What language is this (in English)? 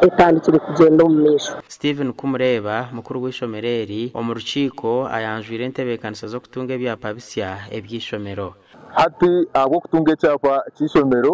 Nyankole